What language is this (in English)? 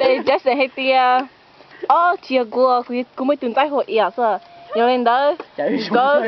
Hmong